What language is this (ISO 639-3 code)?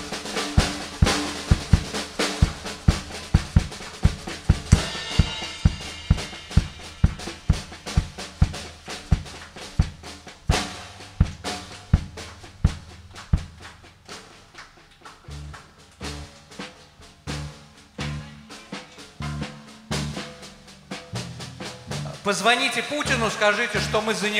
rus